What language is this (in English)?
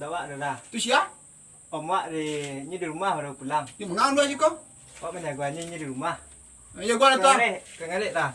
Minangkabau